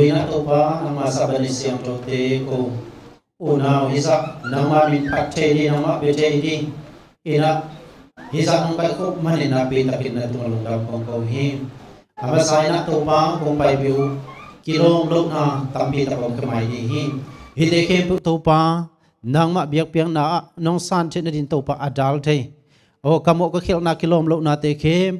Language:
Tedim Chin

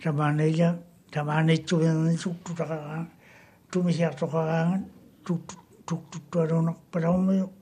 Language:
Māori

